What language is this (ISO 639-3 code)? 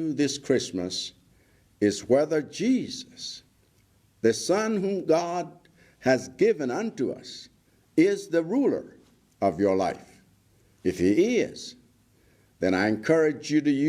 eng